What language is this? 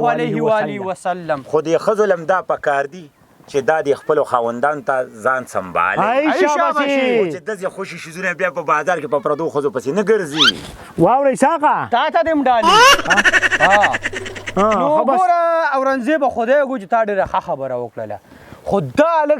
Pashto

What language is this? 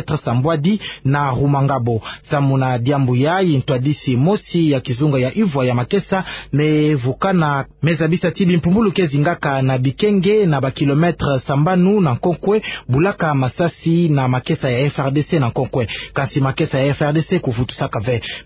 Kituba (Democratic Republic of Congo)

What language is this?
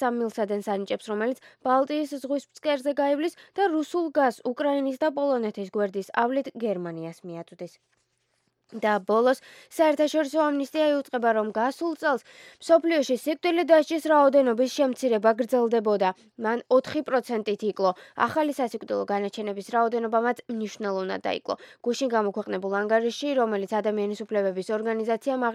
Georgian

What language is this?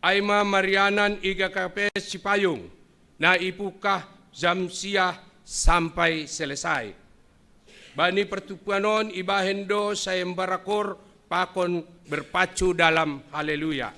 Batak Simalungun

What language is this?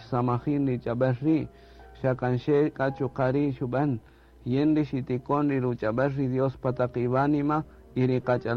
Kaqchikel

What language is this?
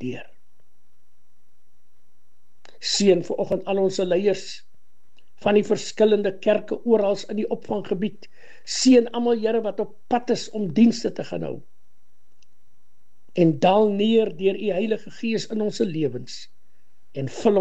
Afrikaans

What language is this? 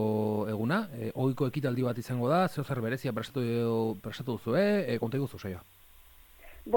Basque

